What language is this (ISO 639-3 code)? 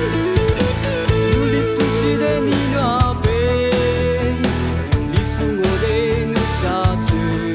lis